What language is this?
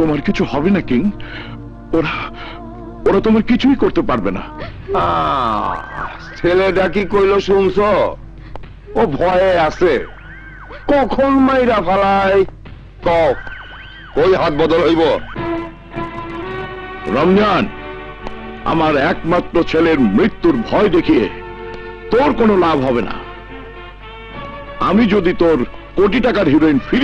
Bangla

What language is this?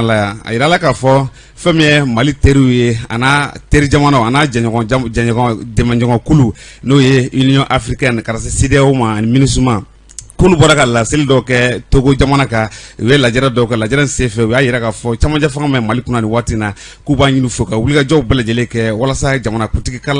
Bambara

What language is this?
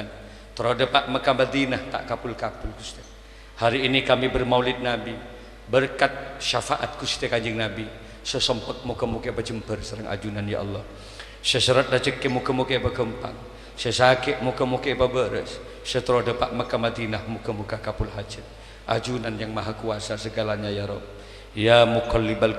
Madurese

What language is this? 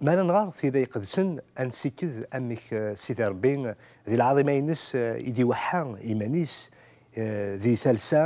Kabyle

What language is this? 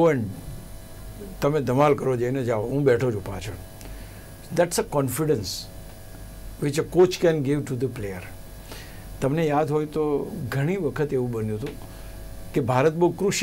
Gujarati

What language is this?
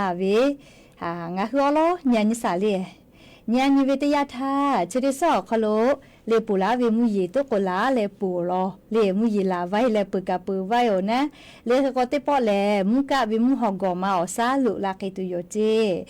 Lahu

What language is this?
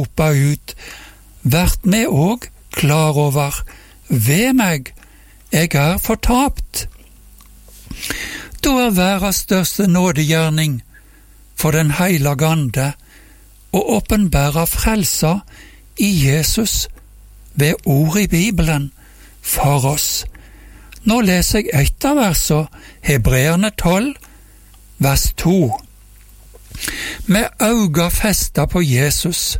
Norwegian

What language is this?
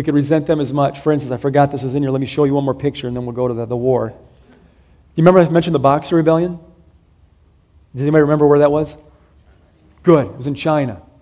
English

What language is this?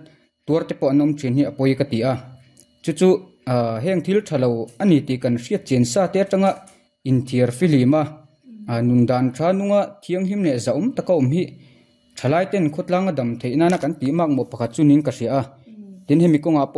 Mizo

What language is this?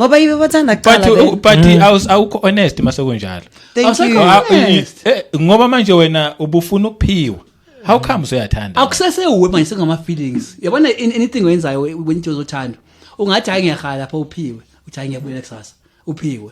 Zulu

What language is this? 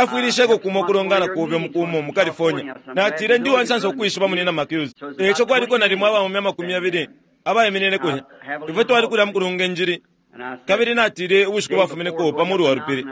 Bemba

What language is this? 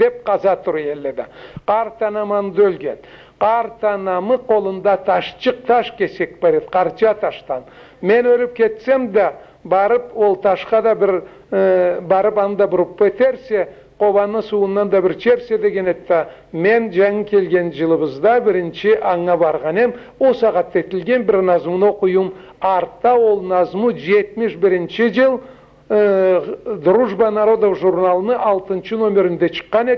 Karachay-Balkar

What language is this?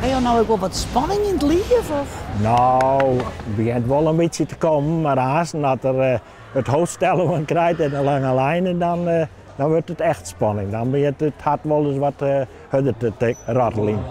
Western Frisian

